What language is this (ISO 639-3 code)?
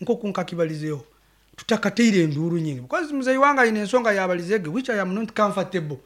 nyn